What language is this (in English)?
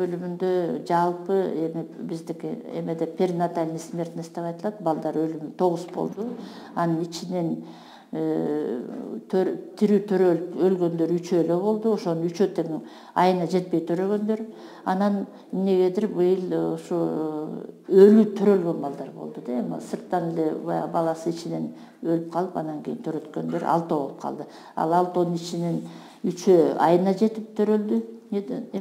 Kyrgyz